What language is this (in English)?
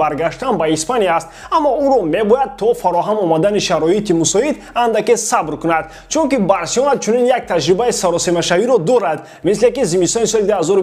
Tajik